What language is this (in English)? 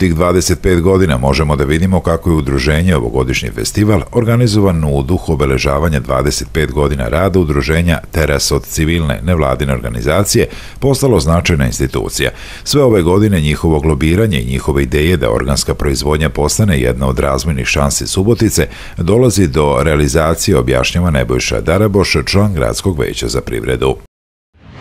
Serbian